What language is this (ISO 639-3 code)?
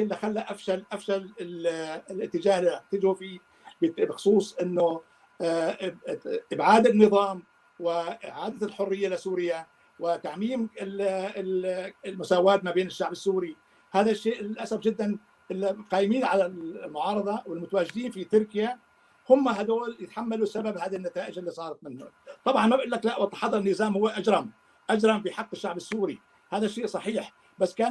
apc